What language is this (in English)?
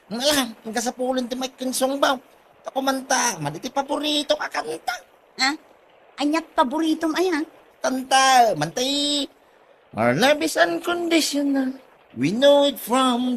Iloko